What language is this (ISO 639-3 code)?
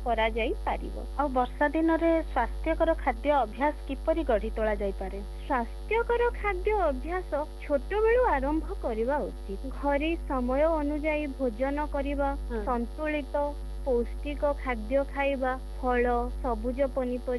ori